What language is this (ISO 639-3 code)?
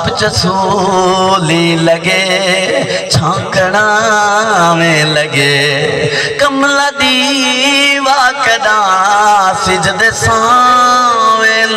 skr